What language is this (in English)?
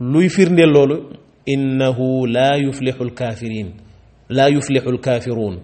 Wolof